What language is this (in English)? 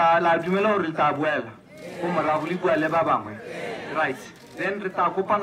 Tswana